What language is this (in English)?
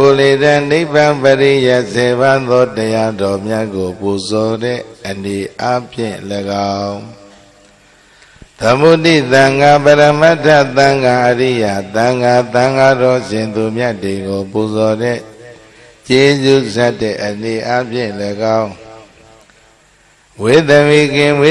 Burmese